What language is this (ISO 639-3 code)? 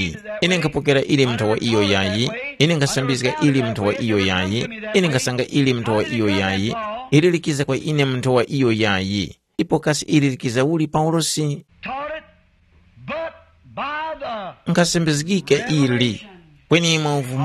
tum